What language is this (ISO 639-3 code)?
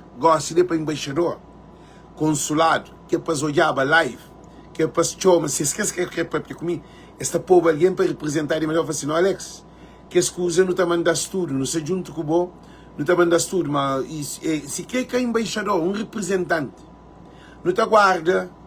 kea